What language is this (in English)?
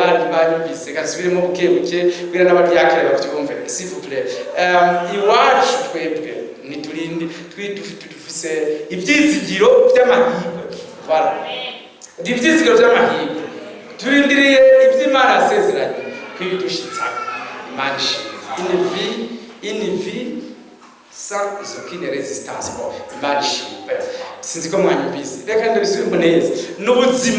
Rundi